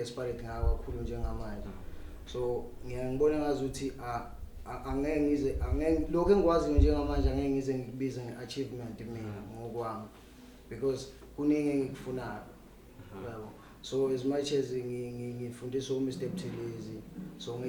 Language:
Zulu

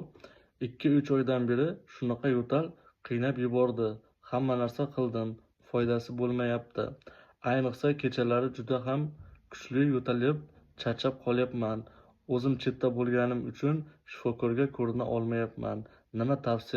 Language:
Uzbek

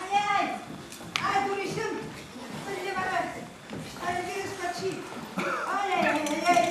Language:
Chuvash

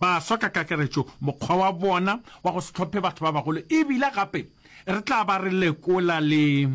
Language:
Northern Sotho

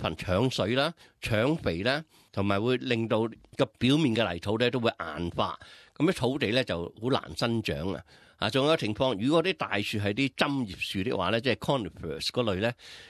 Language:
Cantonese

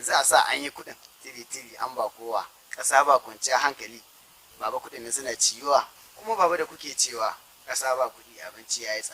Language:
Hausa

